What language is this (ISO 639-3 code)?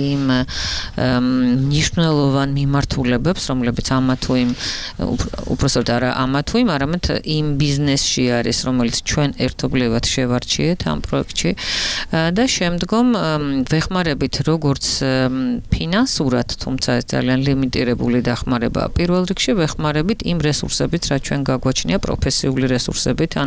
kat